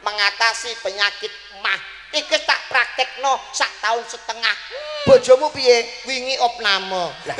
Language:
Javanese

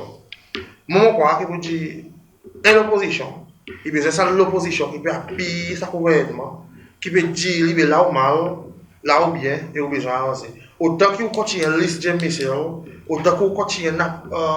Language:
Seselwa Creole French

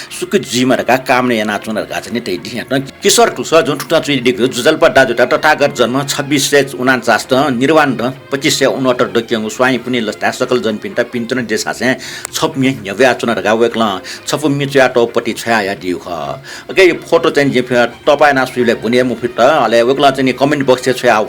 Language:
Newari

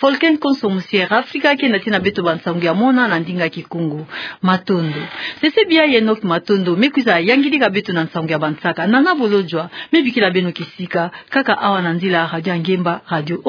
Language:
Kituba (Democratic Republic of Congo)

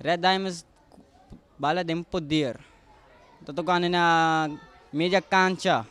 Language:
Papiamento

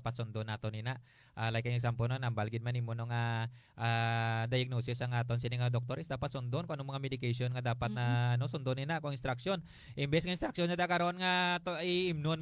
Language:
Hiligaynon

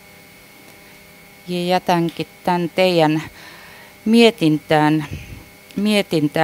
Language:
Finnish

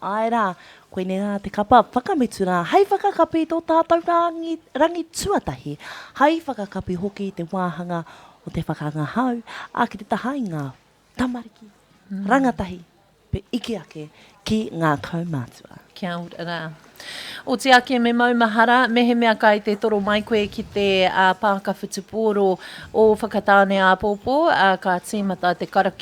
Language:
Māori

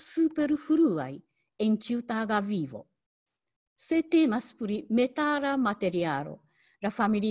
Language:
Esperanto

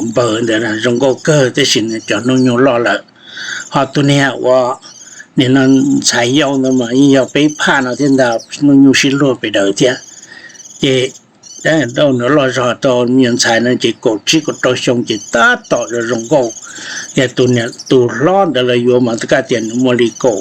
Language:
Hmong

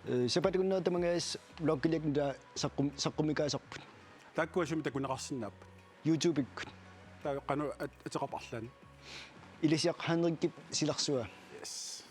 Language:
Kalaallisut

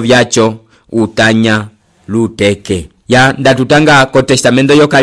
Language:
Umbundu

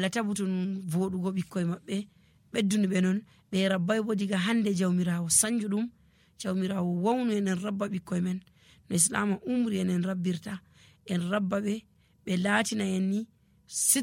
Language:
Nigerian Fulfulde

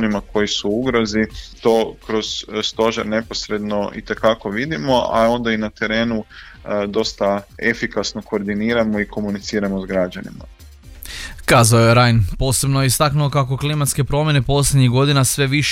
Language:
Croatian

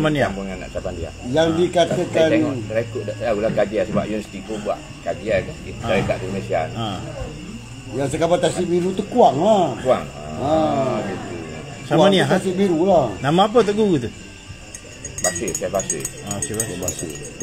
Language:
Malay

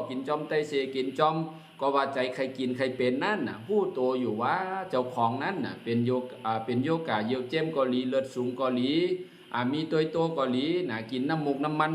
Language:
Shan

